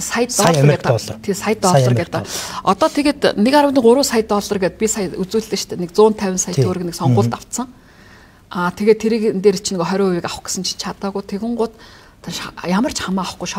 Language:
Mongolian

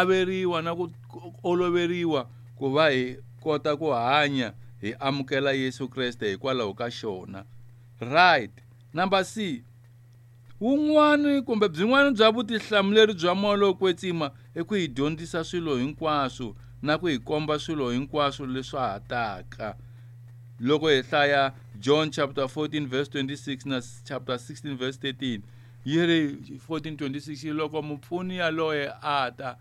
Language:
Tsonga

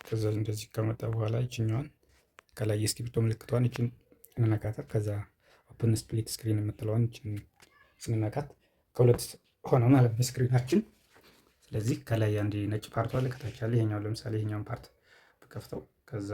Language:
Amharic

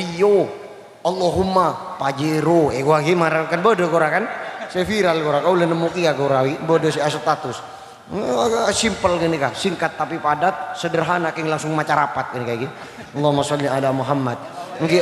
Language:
Madurese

